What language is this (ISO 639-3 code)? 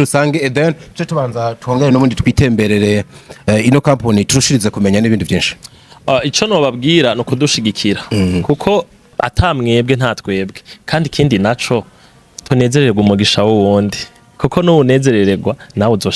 run